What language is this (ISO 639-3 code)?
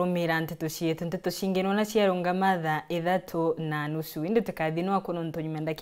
mer